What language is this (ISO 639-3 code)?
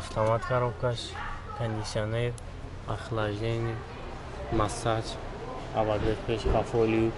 tgk